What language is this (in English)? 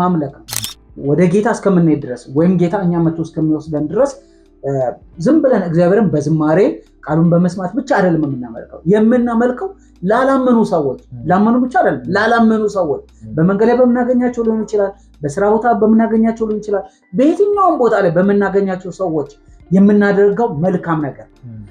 Amharic